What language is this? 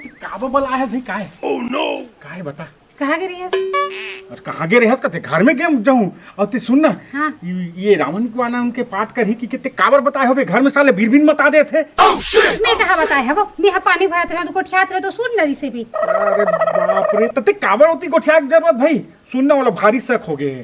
Chhattisgarhi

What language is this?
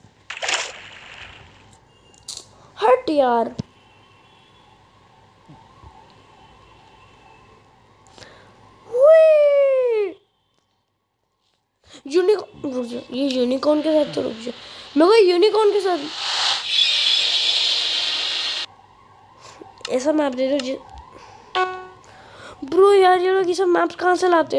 Hindi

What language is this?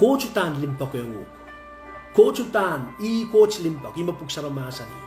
Pohnpeian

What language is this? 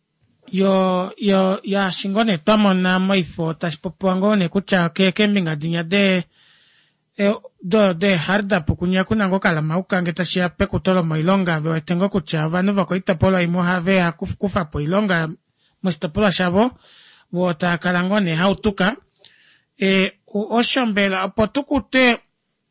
Kuanyama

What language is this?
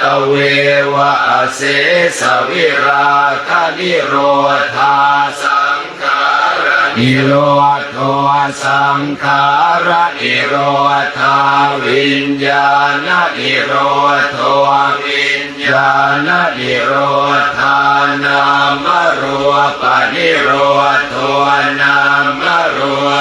Pali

